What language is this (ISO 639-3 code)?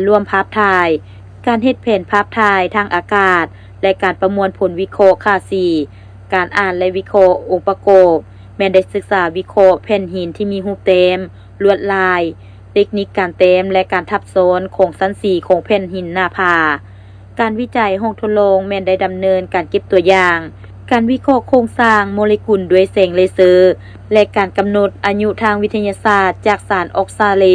lao